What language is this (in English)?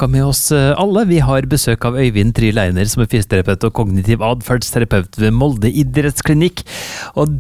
Norwegian